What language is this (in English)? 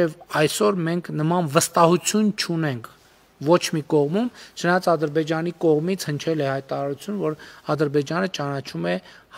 Armenian